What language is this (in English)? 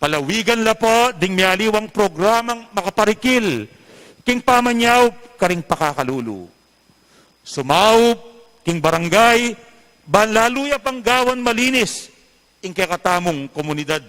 Pampanga